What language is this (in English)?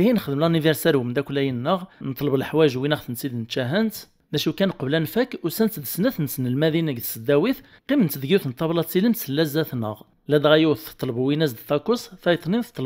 Kabyle